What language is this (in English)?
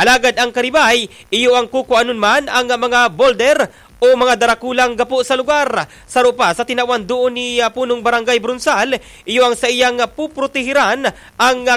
Bikol